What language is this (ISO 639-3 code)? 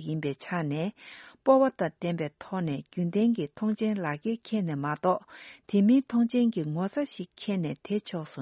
bod